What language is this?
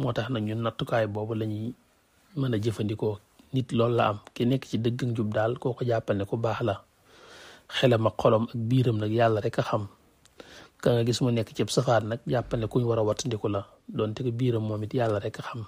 Wolof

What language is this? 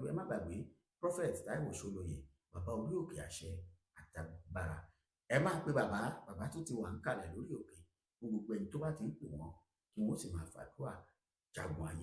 Yoruba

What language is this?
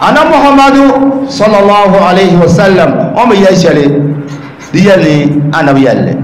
Dagbani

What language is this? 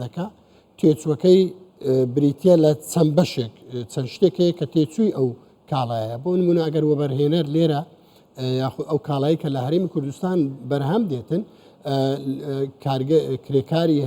Central Kurdish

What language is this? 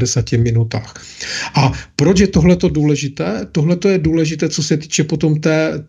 Czech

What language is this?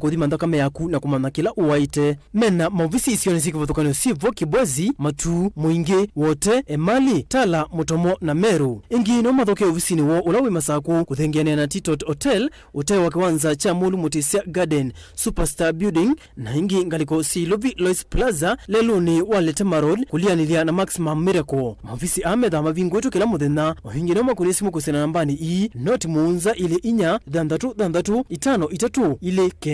Kamba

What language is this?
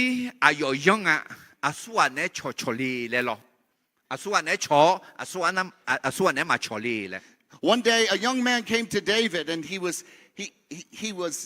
Akha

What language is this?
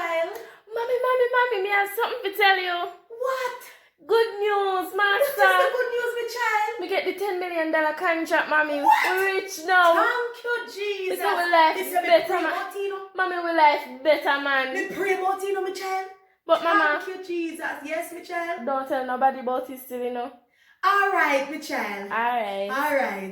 Jamaican Creole English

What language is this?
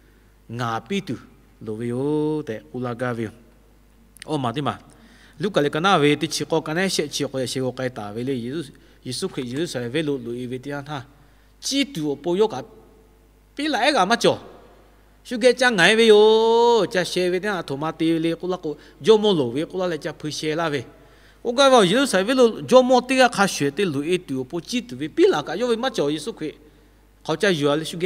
Lahu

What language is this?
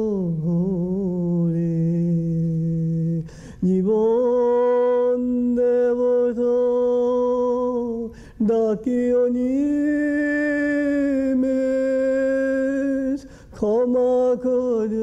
Bangla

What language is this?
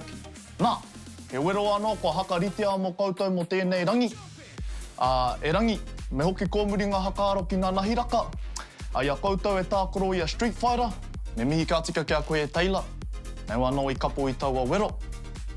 Māori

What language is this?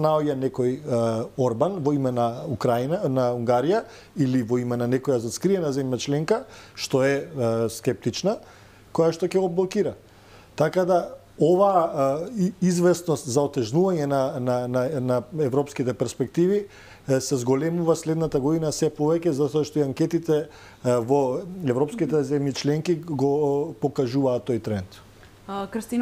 Macedonian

